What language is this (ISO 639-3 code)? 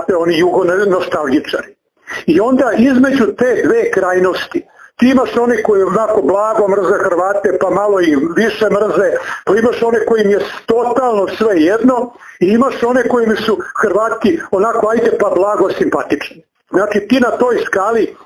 srp